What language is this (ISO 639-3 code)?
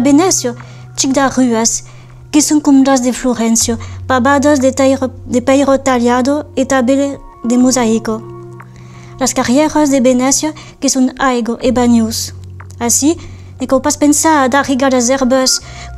oci